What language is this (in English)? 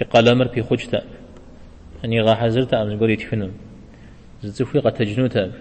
Kabardian